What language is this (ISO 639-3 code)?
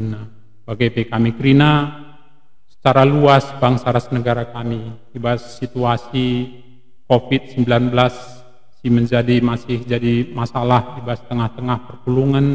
btx